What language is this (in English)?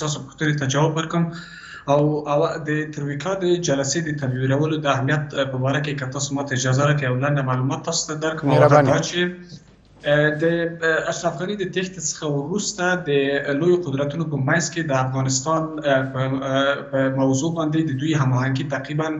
Pashto